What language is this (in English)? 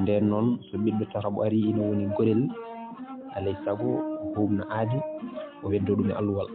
Fula